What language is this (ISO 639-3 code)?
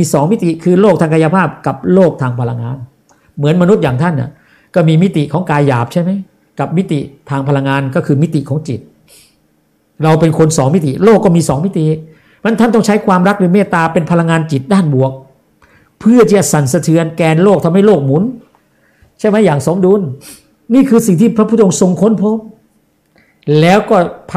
tha